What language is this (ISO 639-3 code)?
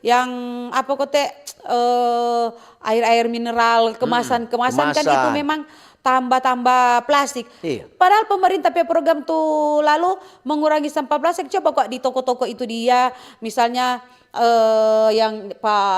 xmm